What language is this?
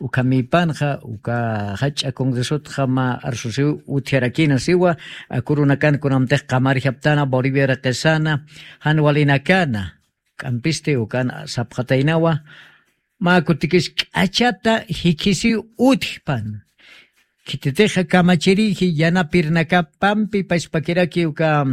Aymara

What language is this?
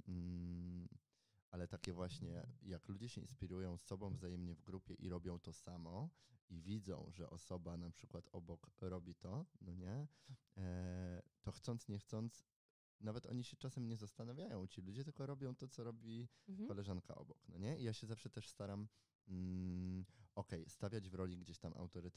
Polish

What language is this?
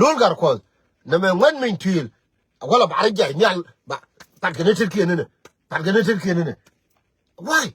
Nuer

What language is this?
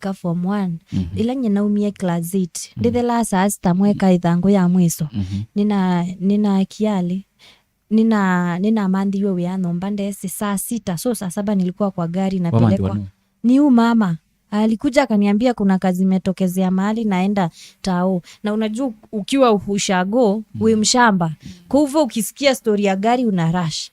Kamba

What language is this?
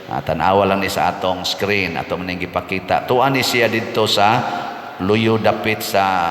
Cebuano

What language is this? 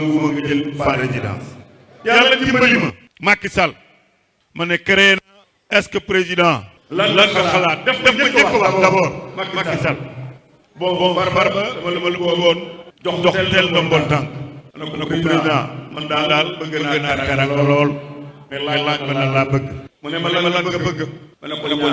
Wolof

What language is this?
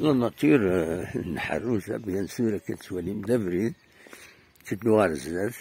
Kabyle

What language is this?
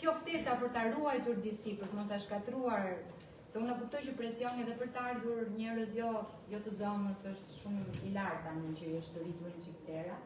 Albanian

